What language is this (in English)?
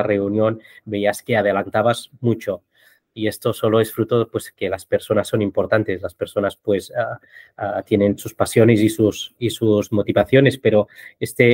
Spanish